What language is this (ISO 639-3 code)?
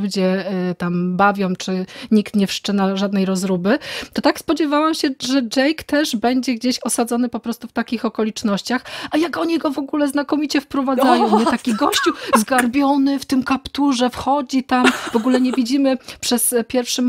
pol